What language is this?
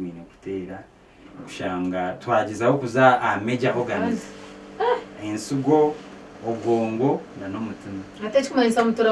Nyankole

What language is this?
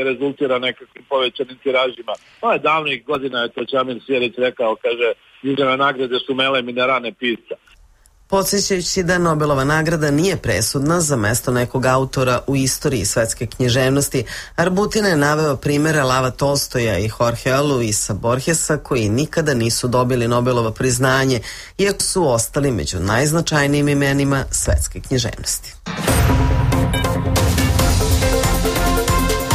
Serbian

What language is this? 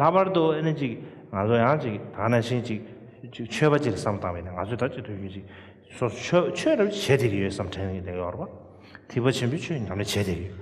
Tibetan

